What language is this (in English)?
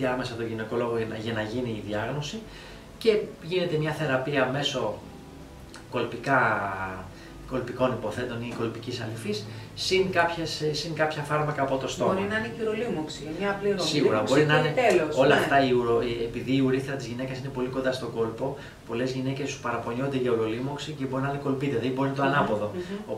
Greek